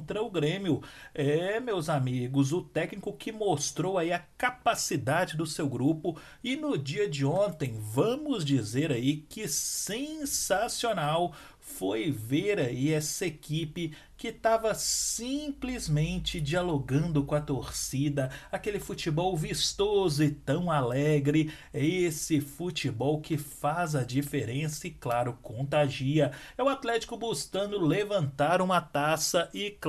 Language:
Portuguese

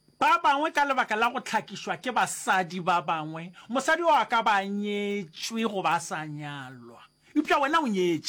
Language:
Northern Sotho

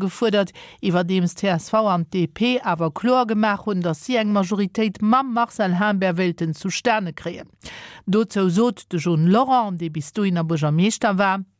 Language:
Luxembourgish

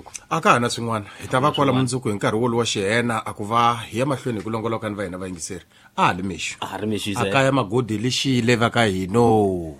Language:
Tsonga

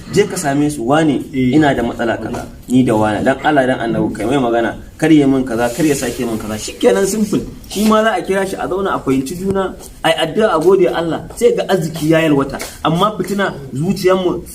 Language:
Hausa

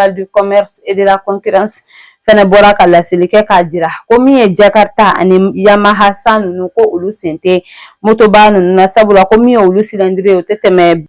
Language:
Bambara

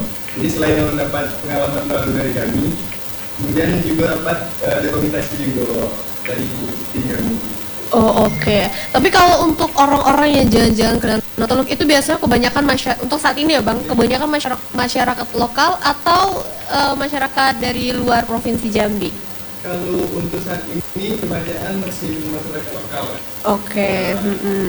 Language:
Indonesian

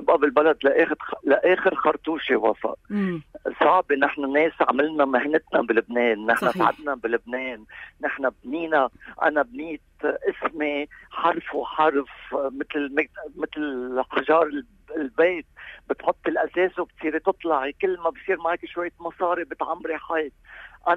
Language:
North Levantine Arabic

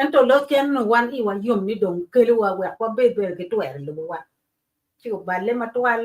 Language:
Acoli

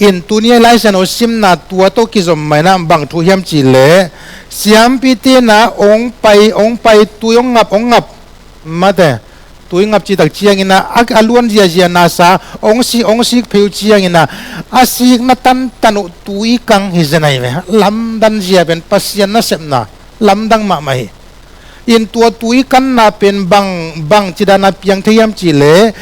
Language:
Tedim Chin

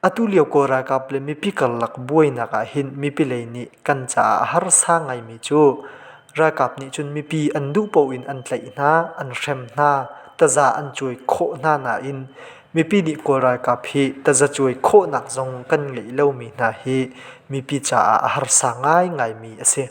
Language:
Hakha Chin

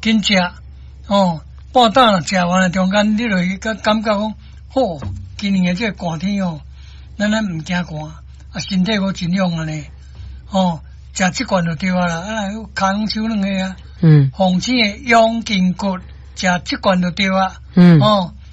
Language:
Min Nan Chinese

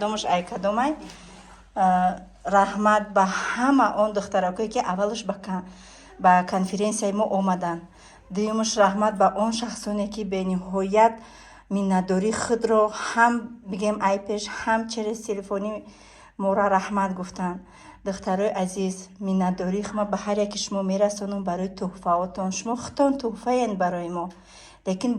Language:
Tajik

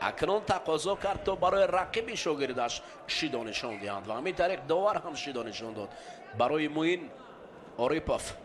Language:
Tajik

